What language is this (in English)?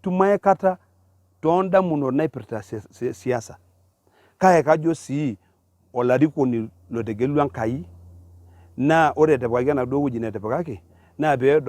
Masai